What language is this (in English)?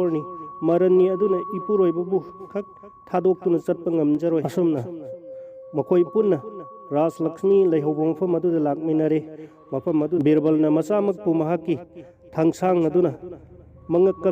Manipuri